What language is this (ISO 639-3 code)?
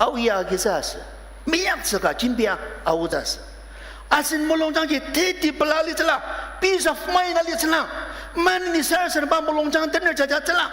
njo